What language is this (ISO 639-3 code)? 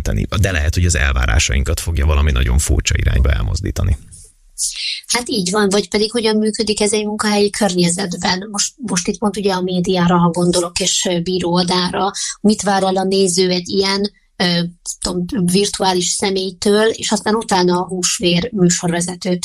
hun